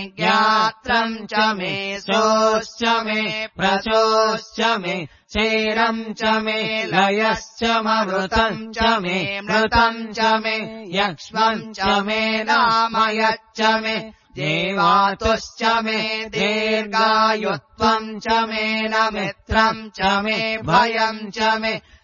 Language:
Sanskrit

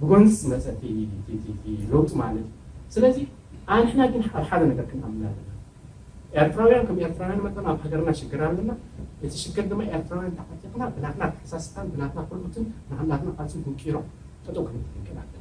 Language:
Tigrinya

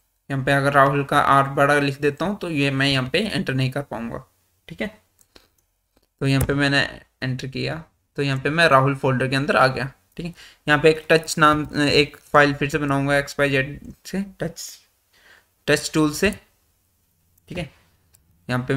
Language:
Hindi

